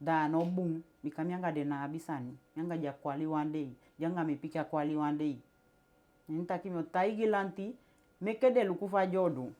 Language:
Eastern Maroon Creole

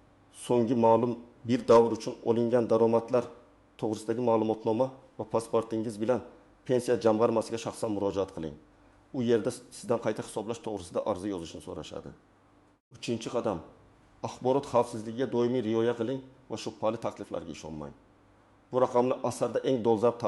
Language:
Uzbek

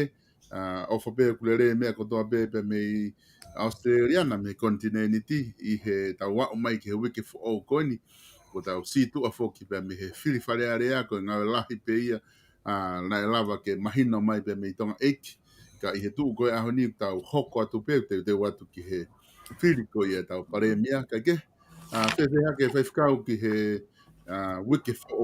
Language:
Tongan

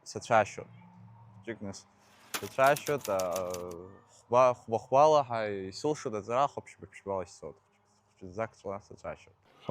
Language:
Abkhazian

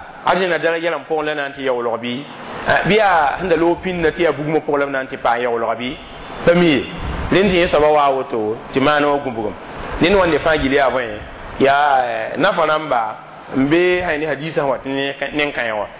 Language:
Mossi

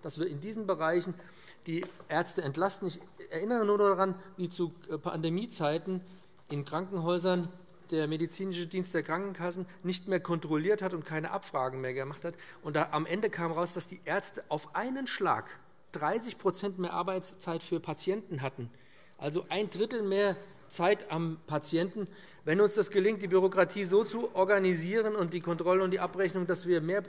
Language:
German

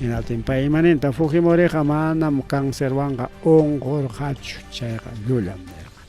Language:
Ayacucho Quechua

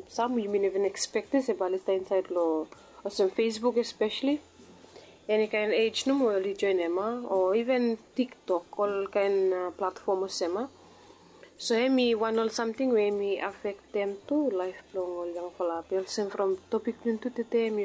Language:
Bislama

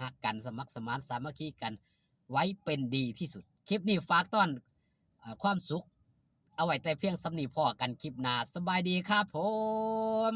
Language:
Northeastern Thai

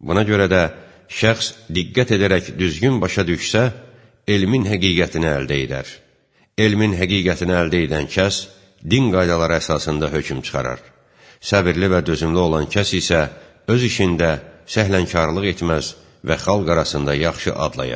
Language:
Azerbaijani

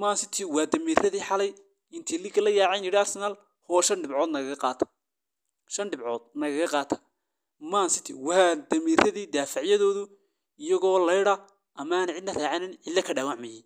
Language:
Somali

